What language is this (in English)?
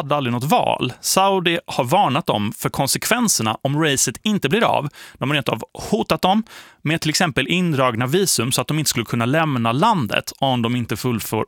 Swedish